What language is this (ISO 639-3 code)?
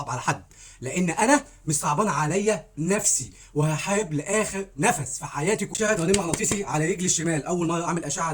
arz